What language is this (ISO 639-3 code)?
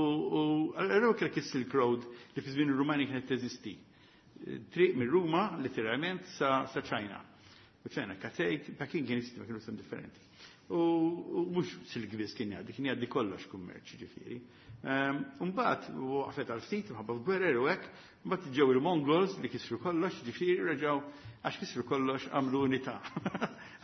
mlt